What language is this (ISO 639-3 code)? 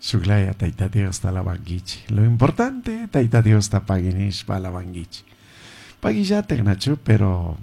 qug